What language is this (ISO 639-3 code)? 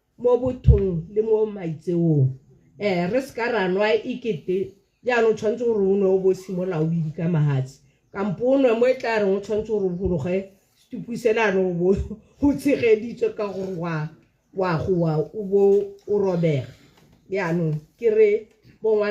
tsn